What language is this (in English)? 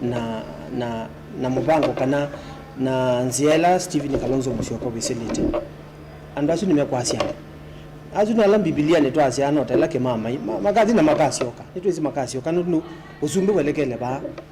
Kamba